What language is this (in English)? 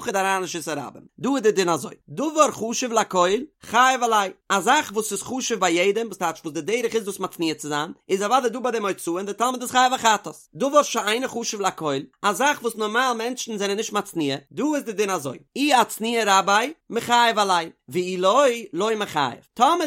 Yiddish